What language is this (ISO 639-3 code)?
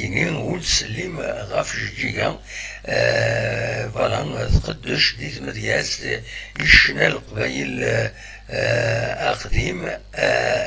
kab